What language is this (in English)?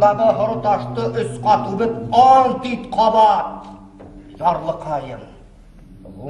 Bashkir